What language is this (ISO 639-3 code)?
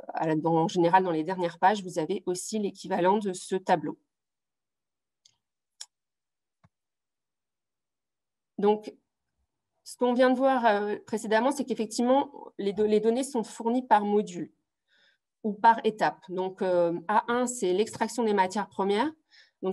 fra